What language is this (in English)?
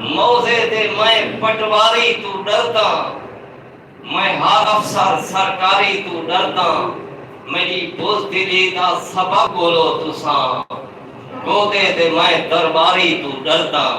Saraiki